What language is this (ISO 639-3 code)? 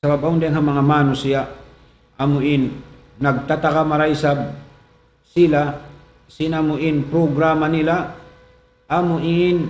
tsg